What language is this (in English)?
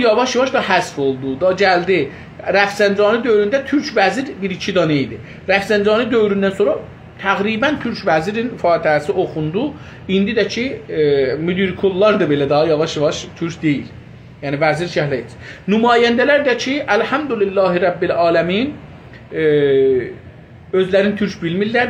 South Azerbaijani